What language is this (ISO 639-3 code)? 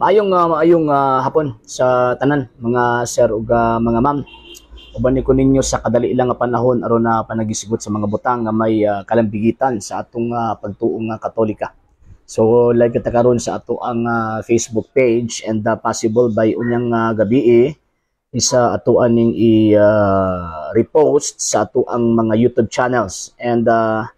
ceb